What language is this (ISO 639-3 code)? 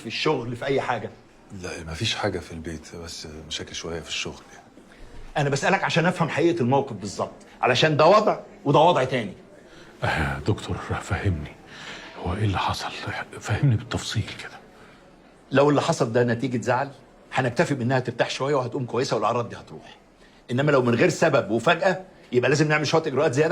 arz